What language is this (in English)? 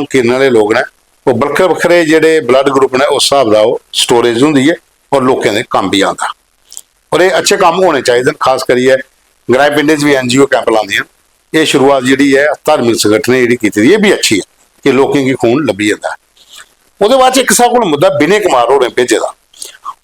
Dogri